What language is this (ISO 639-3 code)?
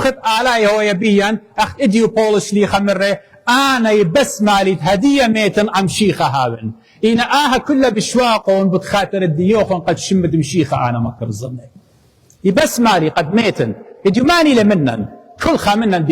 aii